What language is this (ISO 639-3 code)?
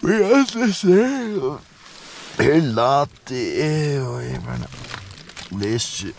fao